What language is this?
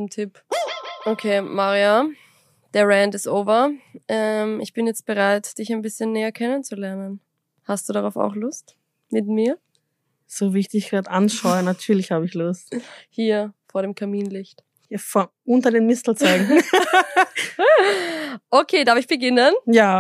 German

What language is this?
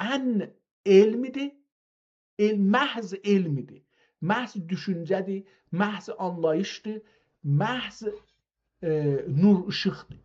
South Azerbaijani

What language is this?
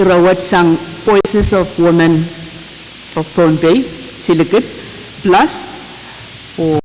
Pohnpeian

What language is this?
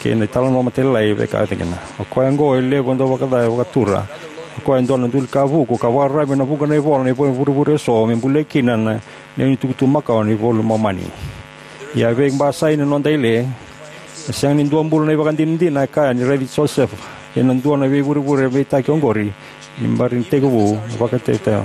Fijian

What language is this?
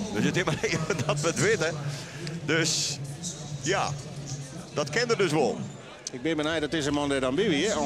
Western Frisian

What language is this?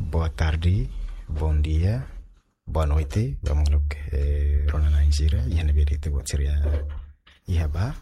Tetum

